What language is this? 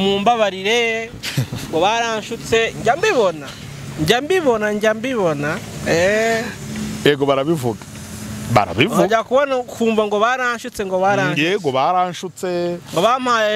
Kinyarwanda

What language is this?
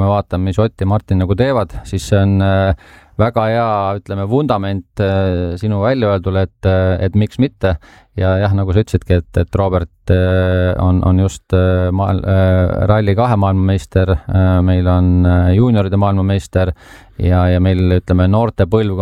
Estonian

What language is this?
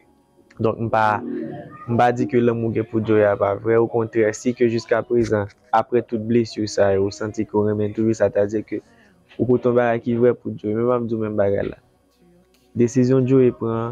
Haitian Creole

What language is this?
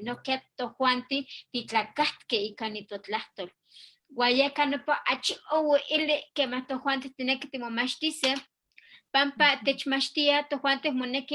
Eastern Huasteca Nahuatl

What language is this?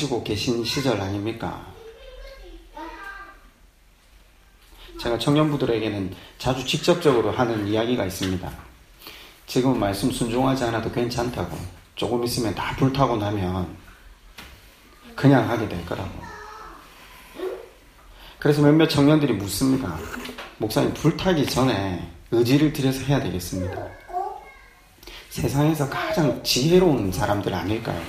Korean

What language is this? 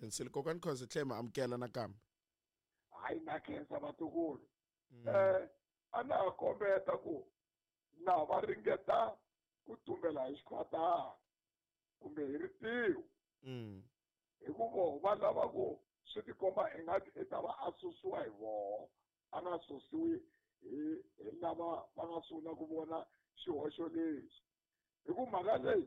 Tsonga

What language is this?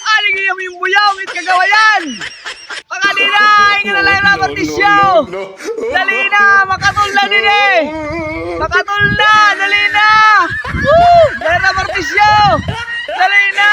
Waray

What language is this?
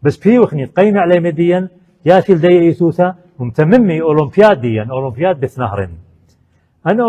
Assyrian Neo-Aramaic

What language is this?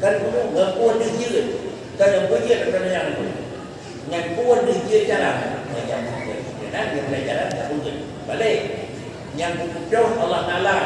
Achinese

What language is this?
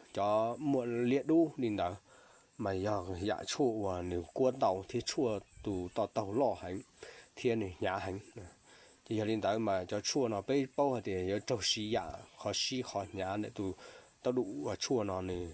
Hmong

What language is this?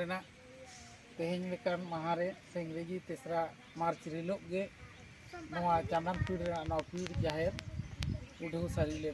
Santali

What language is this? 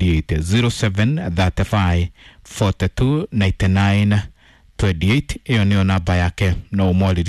Kikuyu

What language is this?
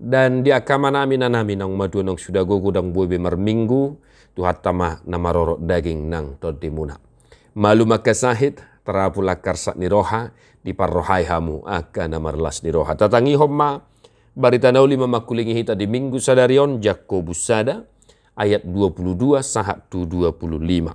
Batak Toba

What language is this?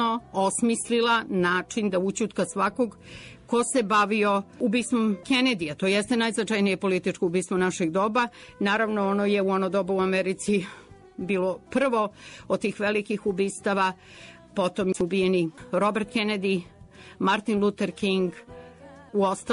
Serbian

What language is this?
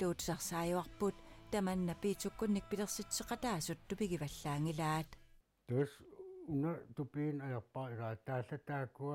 Kalaallisut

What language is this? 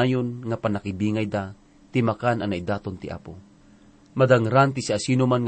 Iloko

